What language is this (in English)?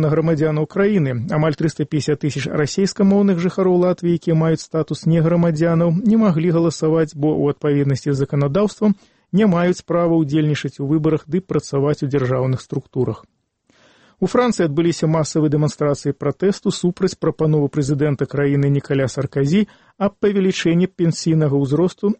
Belarusian